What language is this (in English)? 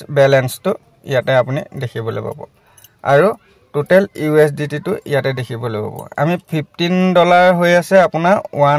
Assamese